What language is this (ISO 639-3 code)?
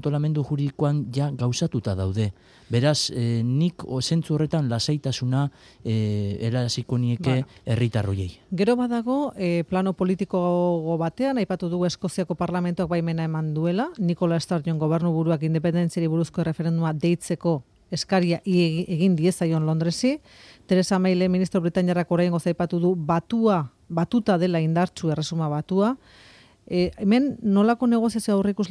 eus